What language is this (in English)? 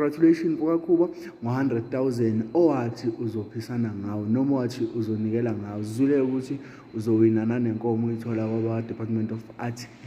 Zulu